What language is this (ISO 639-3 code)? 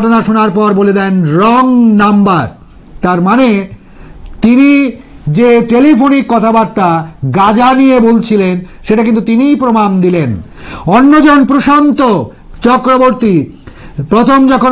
ben